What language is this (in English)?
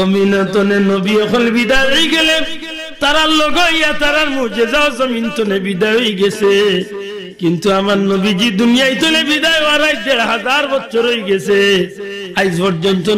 Sylheti